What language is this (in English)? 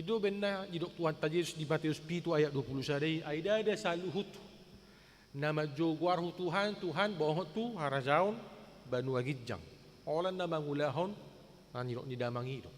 Batak Toba